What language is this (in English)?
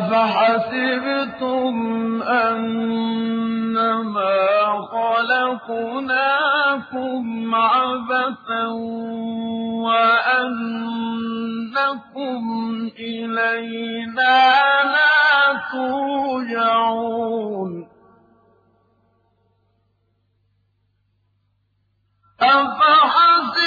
Arabic